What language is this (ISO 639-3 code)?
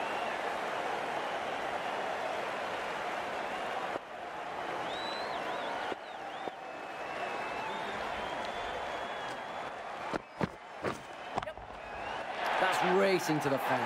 eng